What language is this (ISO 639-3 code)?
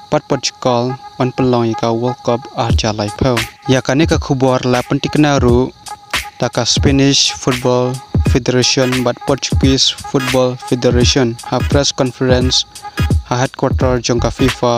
kha